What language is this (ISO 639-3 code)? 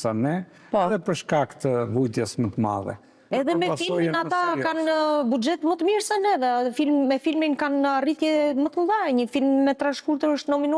sqi